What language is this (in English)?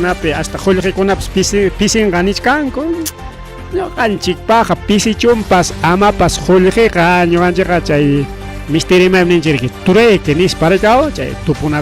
Ayacucho Quechua